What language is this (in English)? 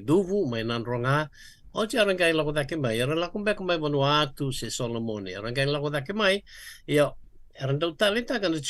Fijian